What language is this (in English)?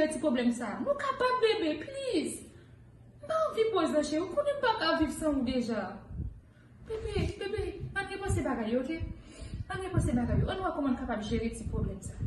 Haitian Creole